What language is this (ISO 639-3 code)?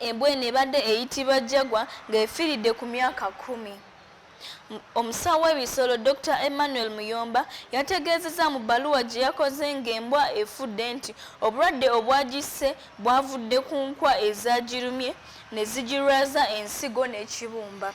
lug